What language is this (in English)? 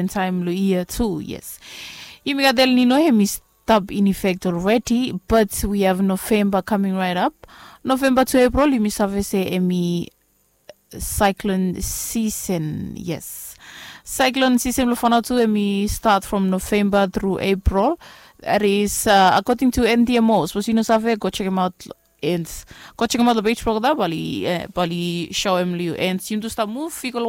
Bislama